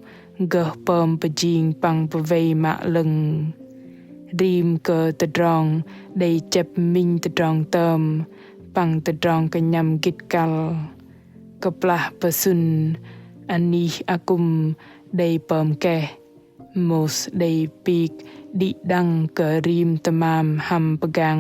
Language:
Bahnar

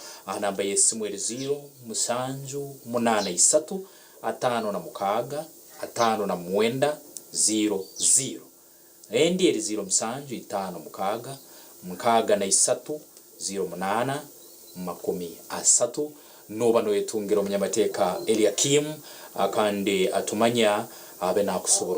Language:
Nyankole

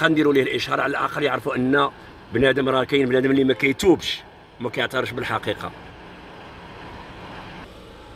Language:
Moroccan Arabic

